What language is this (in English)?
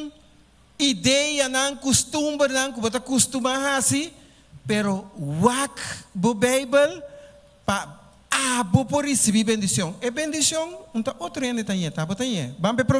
Papiamento